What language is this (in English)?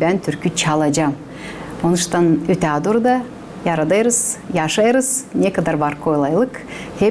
Gagauz